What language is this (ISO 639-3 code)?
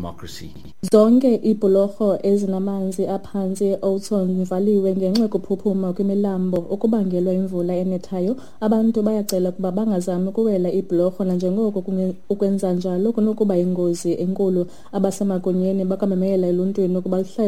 xho